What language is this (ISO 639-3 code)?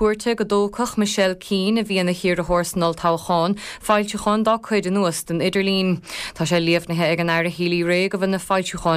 gle